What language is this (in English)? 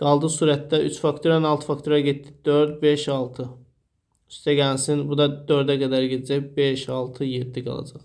Azerbaijani